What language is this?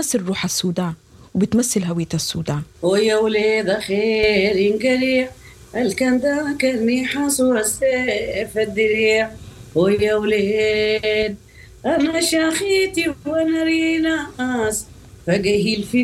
Sudanese Arabic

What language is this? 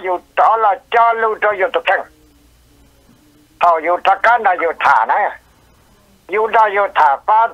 Vietnamese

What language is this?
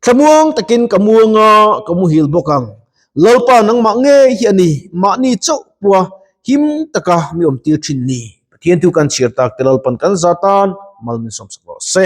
Mizo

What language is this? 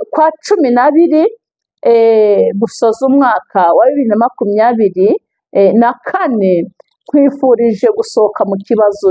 Kinyarwanda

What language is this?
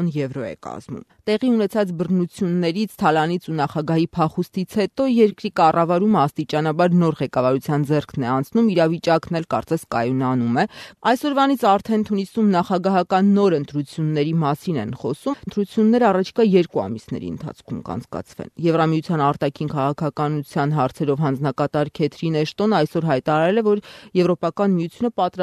Armenian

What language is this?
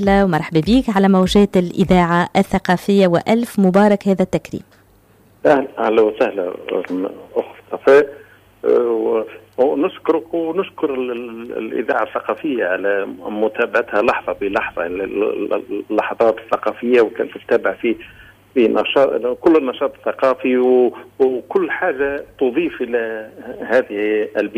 Tunisian Arabic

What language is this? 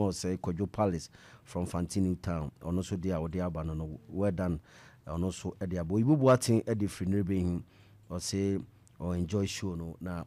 Akan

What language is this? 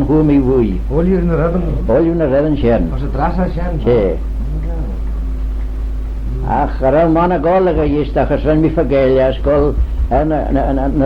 Manx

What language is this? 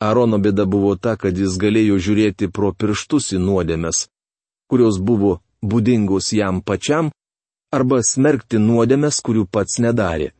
Lithuanian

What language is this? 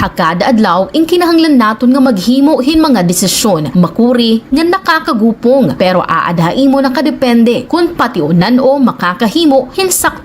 Waray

